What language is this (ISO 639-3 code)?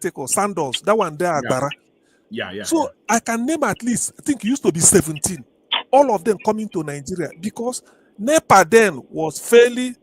pcm